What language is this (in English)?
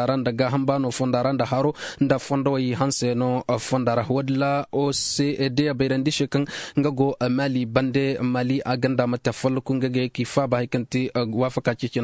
Koyraboro Senni